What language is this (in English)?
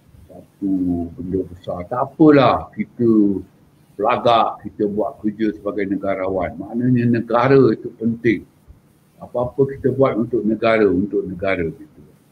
Malay